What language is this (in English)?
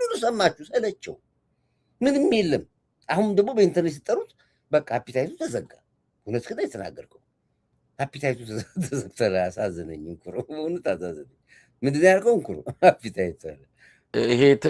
Amharic